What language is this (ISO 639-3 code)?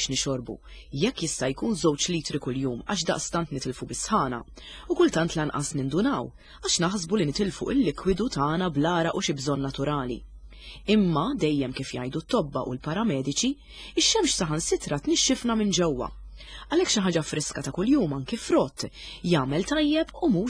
mlt